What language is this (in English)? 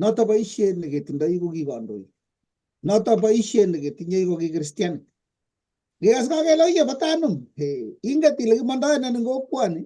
Kalenjin